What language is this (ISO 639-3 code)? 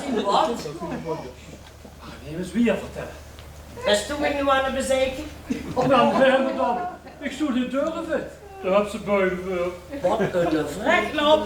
lim